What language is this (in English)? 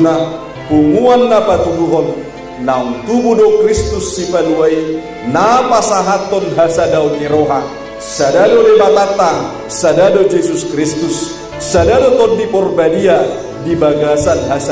Batak Toba